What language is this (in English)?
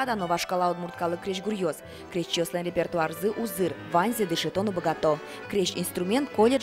Udmurt